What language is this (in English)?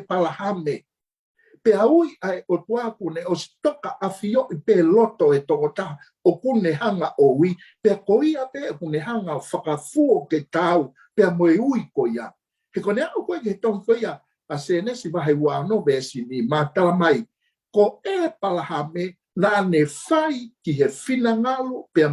Tongan